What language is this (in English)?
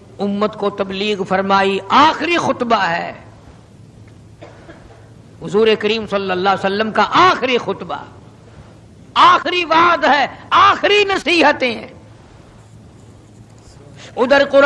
Urdu